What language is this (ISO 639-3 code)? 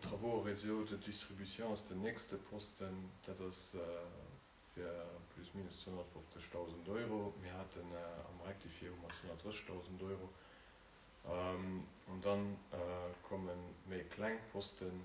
ltz